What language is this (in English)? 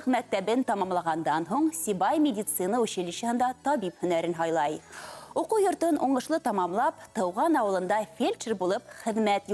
Bashkir